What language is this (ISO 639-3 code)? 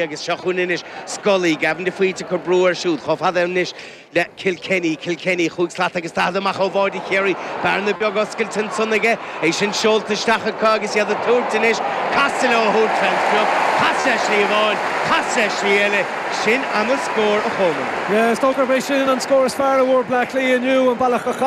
gle